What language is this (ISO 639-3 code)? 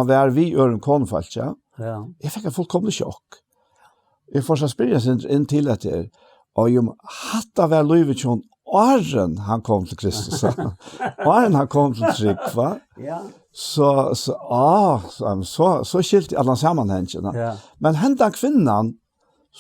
fao